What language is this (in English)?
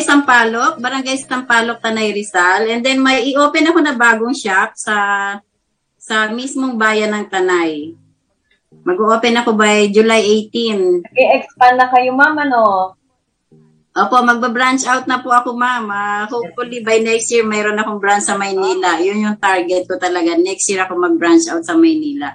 Filipino